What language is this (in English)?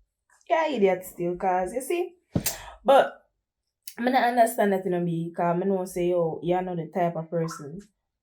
Jamaican Creole English